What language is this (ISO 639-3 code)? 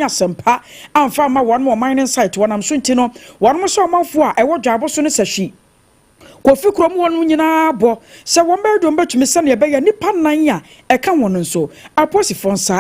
aka